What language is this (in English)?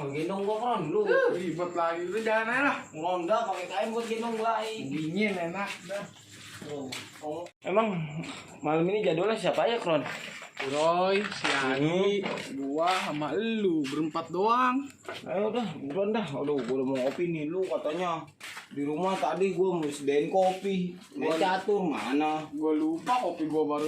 Betawi